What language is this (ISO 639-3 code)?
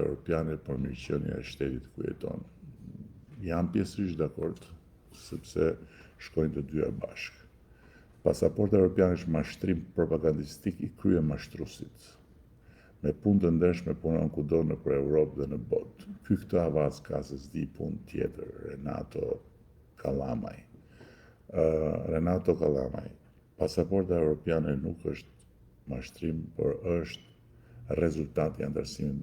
sqi